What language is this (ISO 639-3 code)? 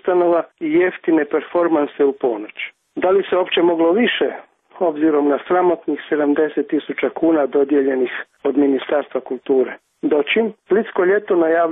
hrv